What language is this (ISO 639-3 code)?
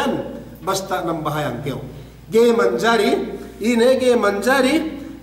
yka